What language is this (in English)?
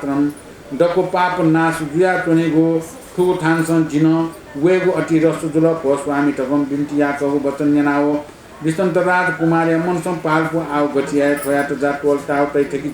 Newari